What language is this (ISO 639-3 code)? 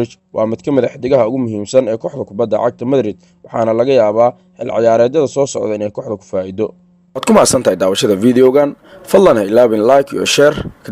som